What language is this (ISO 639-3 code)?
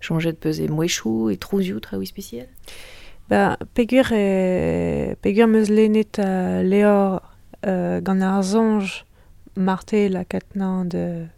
bre